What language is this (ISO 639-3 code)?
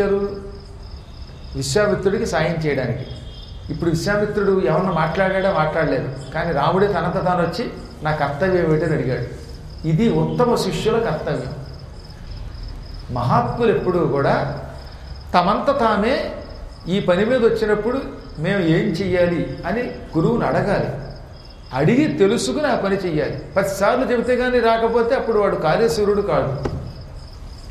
tel